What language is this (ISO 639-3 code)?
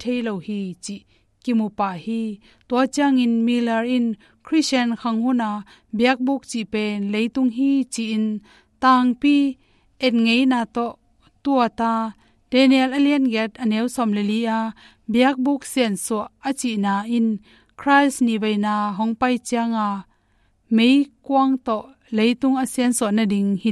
ctd